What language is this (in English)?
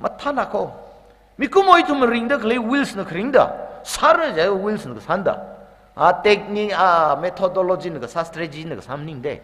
Tangkhul Naga (India)